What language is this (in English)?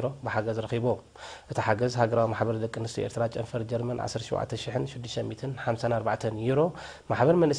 Tigrinya